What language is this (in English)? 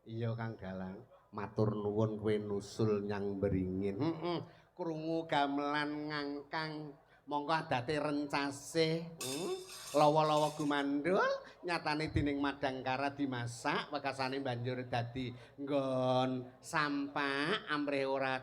Javanese